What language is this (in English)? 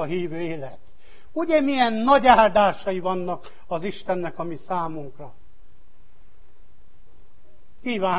Hungarian